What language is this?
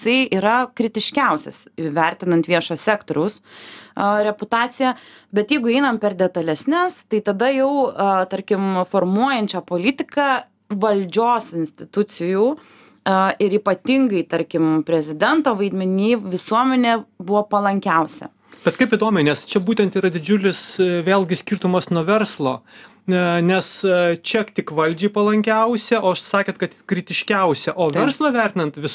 Lithuanian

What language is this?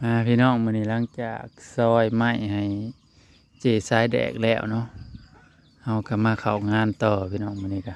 Northeastern Thai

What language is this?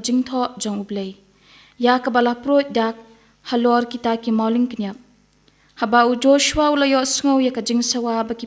Khasi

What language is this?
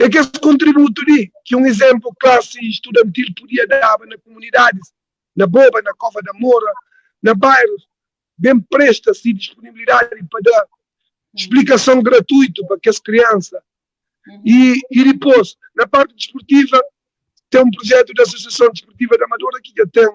Kabuverdianu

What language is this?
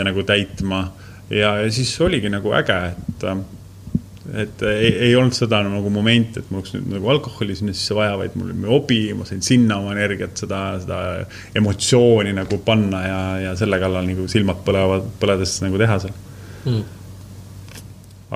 Estonian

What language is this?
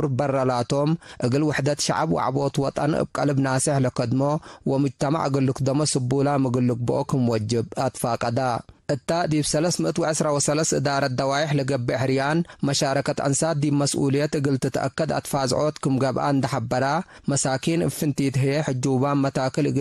Tigre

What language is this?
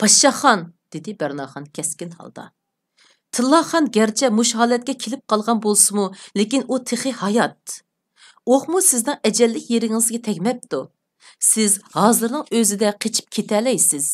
Uyghur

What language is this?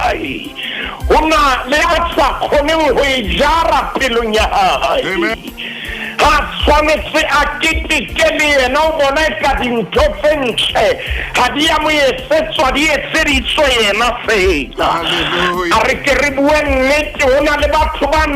Southern Sotho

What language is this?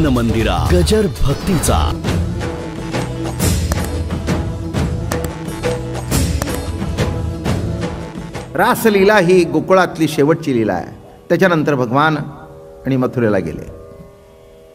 Marathi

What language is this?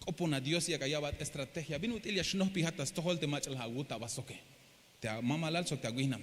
Tzeltal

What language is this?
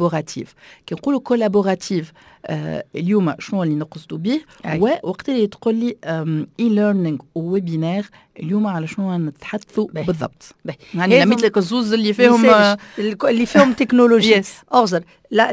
Tunisian Arabic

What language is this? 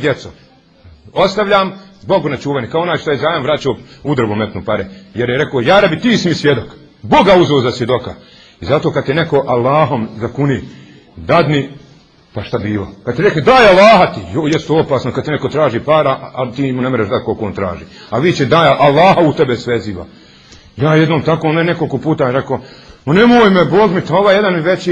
Bosnian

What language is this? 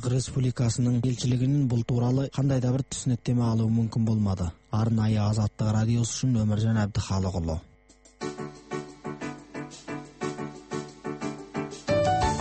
Kazakh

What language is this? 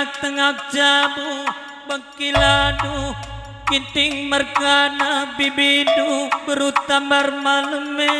Batak Karo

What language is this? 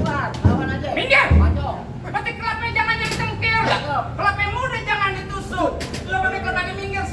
Betawi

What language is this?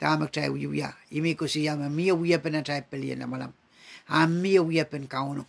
Pohnpeian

